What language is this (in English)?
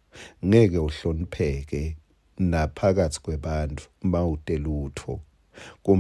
Swati